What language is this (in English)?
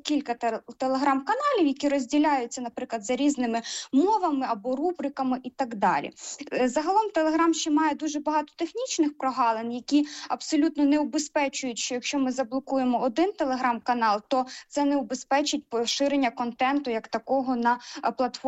Ukrainian